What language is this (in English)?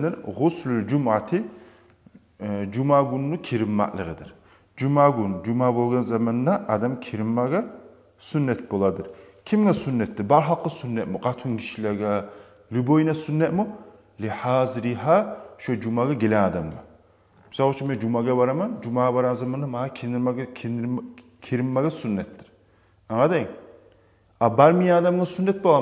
Kumyk